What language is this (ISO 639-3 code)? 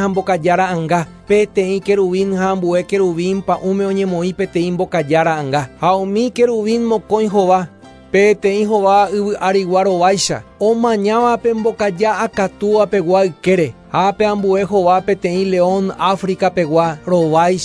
grn